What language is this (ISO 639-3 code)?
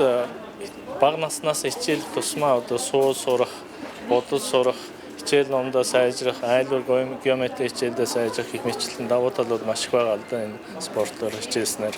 mon